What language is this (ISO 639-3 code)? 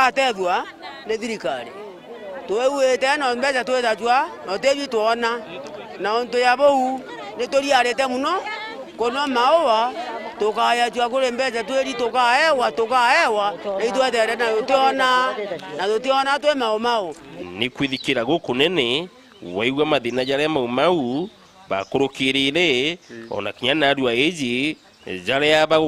mer